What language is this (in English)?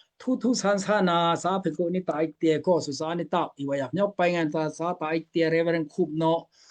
Daai Chin